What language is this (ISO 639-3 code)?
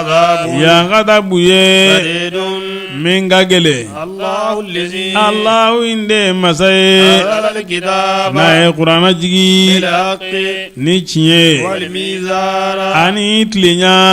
bam